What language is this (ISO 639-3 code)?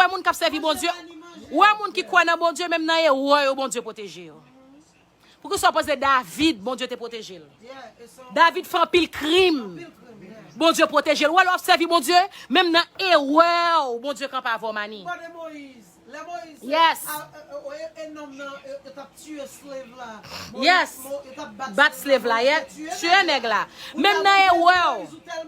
hat